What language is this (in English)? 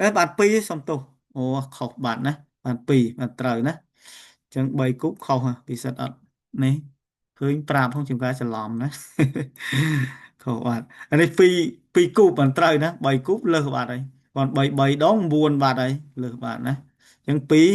Khmer